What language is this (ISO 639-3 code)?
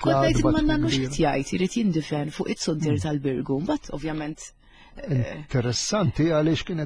mlt